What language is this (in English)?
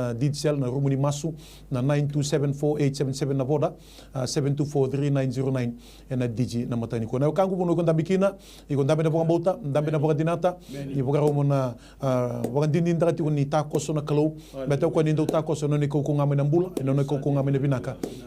Fijian